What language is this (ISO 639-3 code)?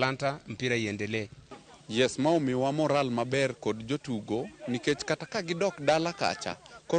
luo